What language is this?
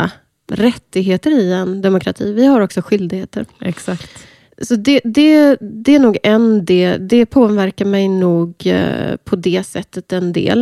Swedish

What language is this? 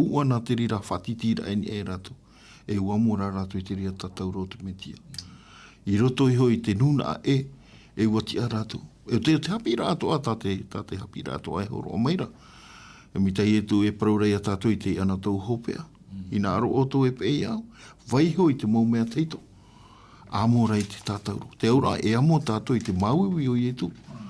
Tahitian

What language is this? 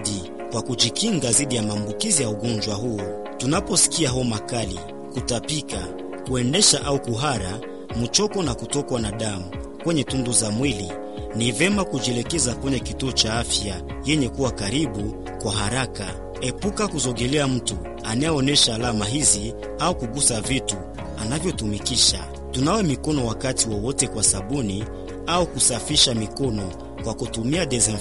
Swahili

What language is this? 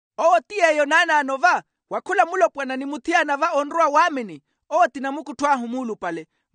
Makhuwa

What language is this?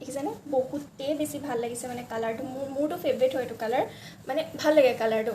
Assamese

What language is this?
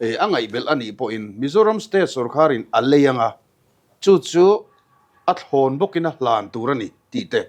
Mizo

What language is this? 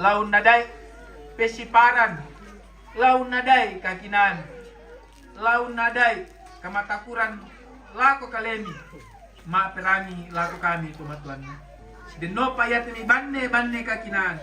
Toraja-Sa'dan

